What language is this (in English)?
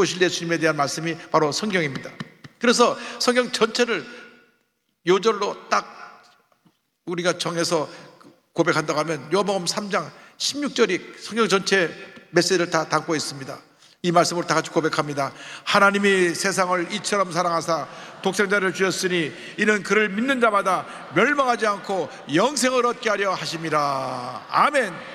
Korean